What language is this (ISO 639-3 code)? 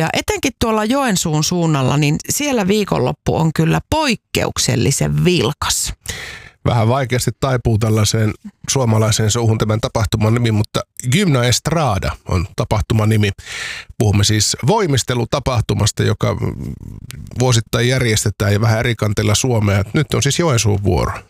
fin